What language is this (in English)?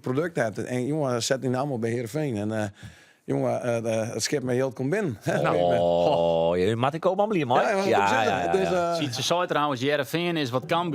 Western Frisian